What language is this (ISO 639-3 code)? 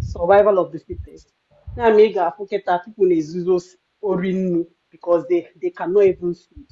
ibo